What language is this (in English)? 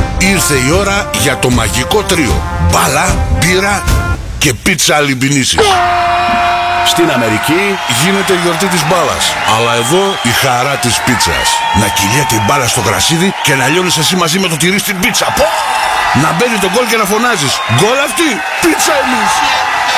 Greek